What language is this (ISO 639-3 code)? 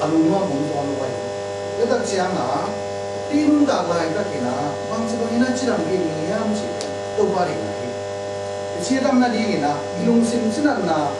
ctd